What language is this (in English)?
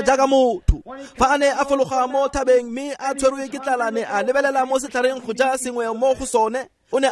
Tswana